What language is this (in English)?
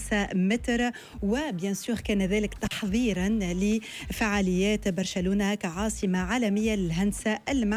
Tunisian Arabic